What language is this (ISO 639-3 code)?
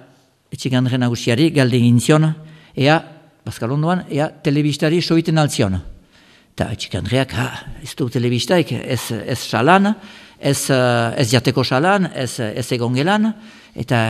eus